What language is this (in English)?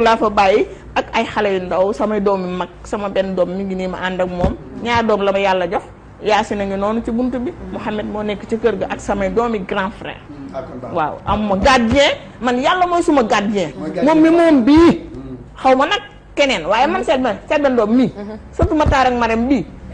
Wolof